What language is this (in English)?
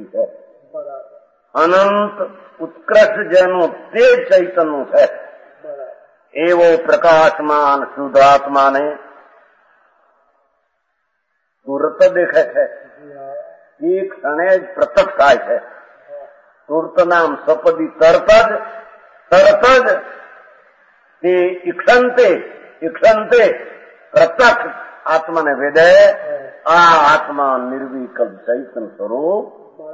Gujarati